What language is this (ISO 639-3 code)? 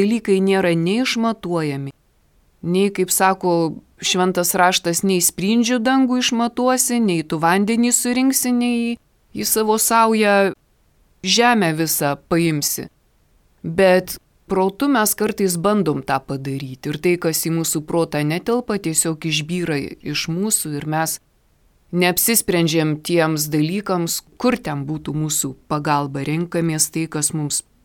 lit